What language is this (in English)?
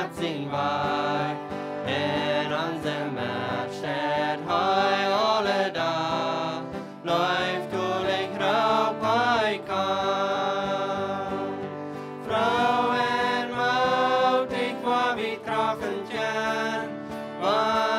Plautdietsch